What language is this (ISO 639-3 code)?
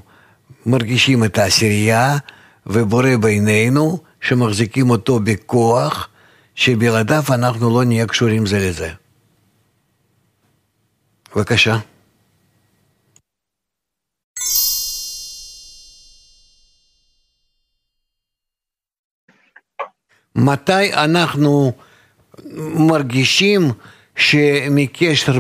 heb